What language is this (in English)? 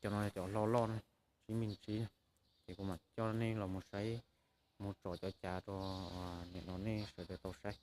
Hmong